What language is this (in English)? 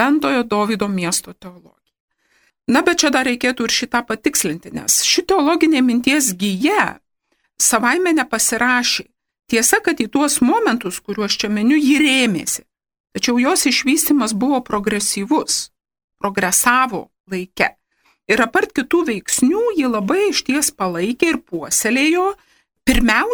Lithuanian